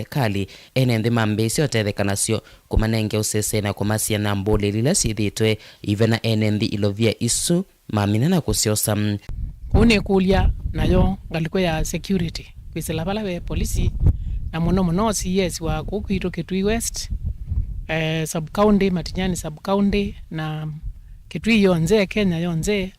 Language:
Kamba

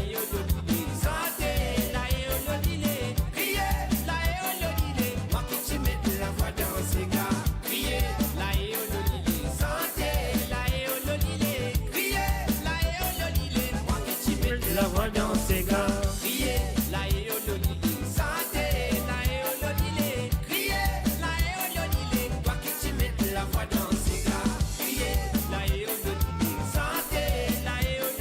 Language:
Morisyen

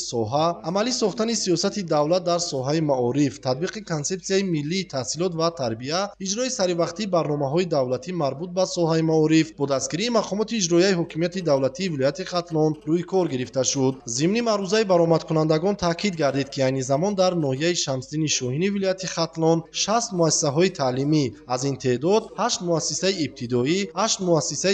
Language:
Tajik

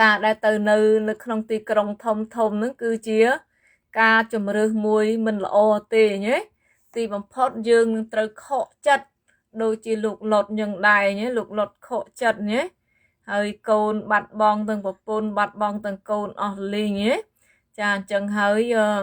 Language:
Khmer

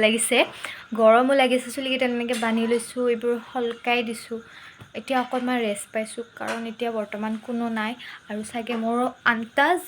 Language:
Assamese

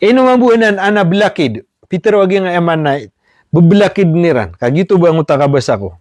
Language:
Maranao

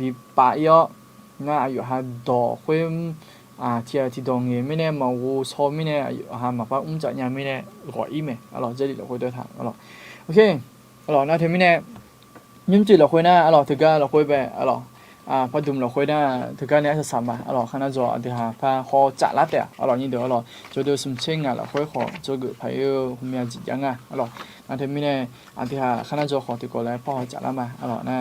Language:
Akha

